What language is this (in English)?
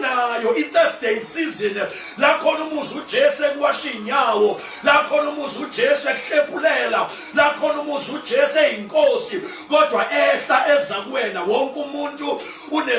Zulu